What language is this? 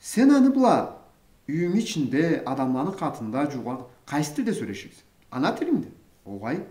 Karachay-Balkar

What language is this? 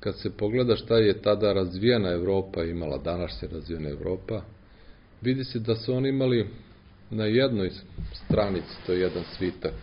Serbian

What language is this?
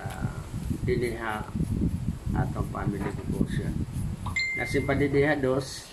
Waray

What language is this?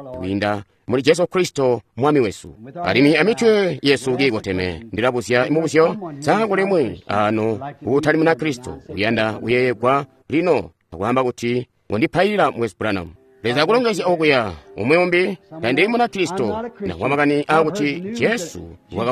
Tonga (Zambia)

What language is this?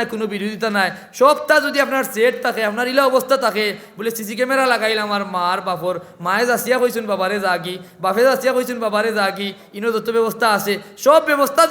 Sylheti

